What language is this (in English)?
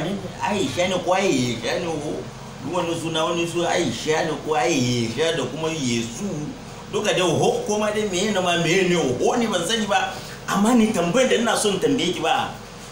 Hausa